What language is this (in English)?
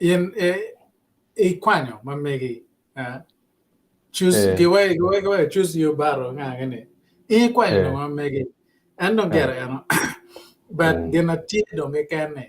Acoli